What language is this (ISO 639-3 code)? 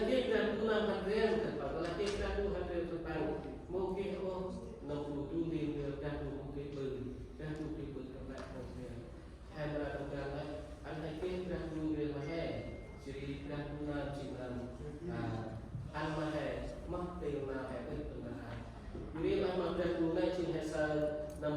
cmo